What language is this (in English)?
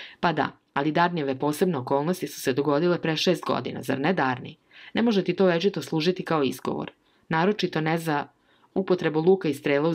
Serbian